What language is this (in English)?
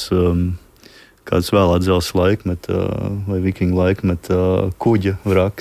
Latvian